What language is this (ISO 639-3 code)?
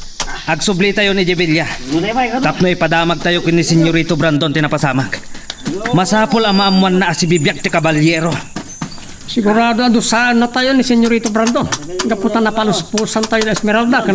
ilo